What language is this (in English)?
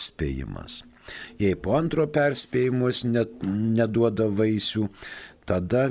Lithuanian